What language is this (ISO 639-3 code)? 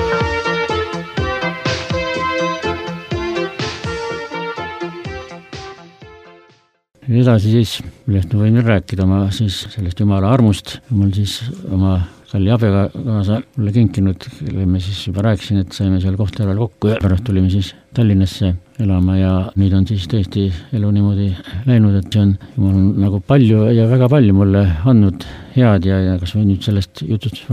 est